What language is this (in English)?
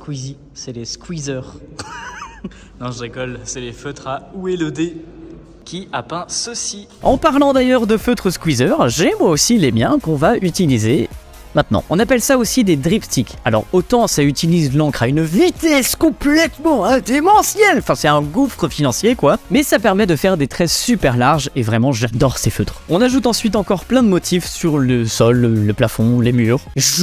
French